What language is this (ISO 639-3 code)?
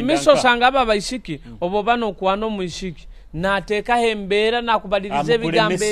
nyo